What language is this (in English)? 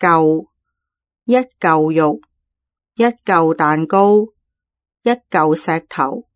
Cantonese